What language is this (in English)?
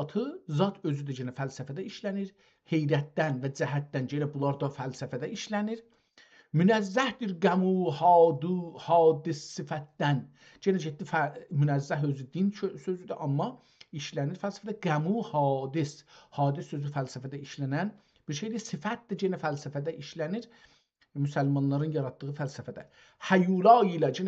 South Azerbaijani